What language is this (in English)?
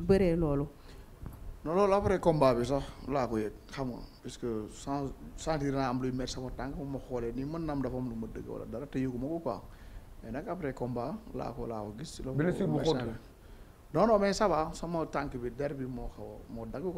Wolof